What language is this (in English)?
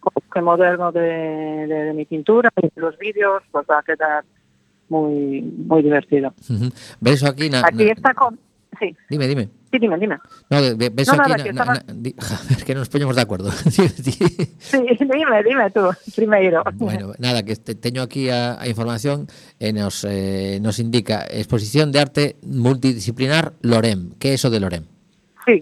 Galician